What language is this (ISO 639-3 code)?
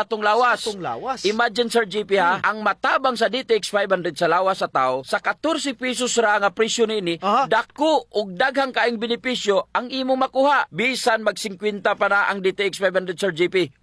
ceb